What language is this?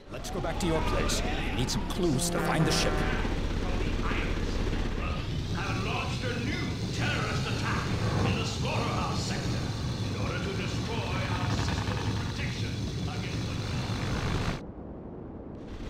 English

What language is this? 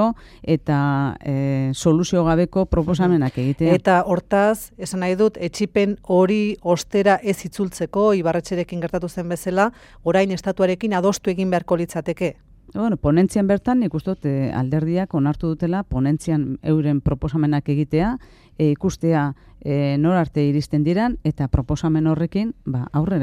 Basque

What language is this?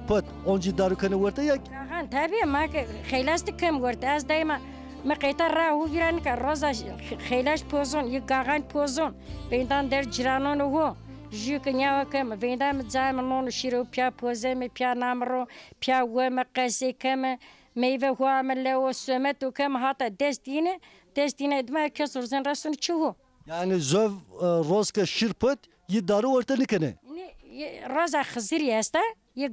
Zaza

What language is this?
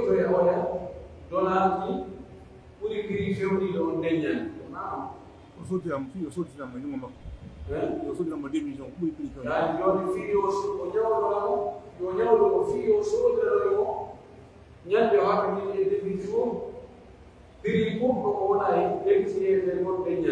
Pular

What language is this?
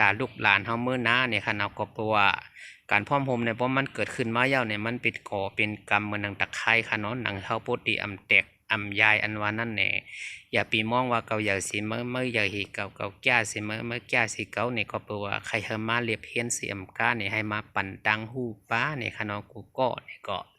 Shan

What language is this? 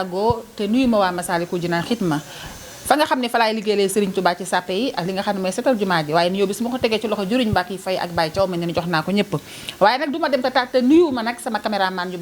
Wolof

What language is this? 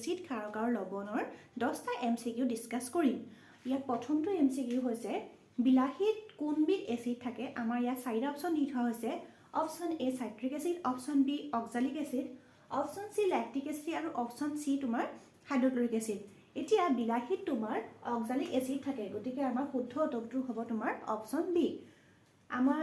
Assamese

